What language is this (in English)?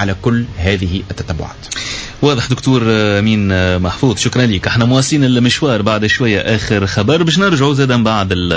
Tunisian Arabic